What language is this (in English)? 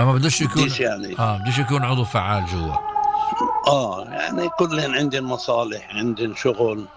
North Levantine Arabic